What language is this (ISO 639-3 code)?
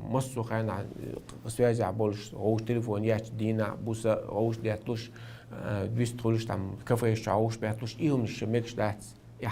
che